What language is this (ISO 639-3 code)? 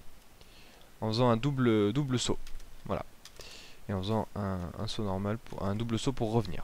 fra